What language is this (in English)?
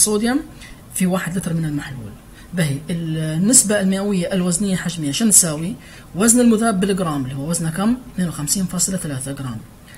Libyan Arabic